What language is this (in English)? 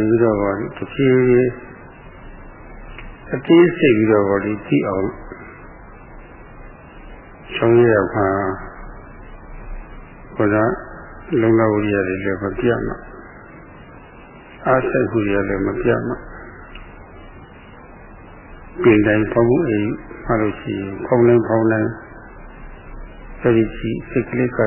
Burmese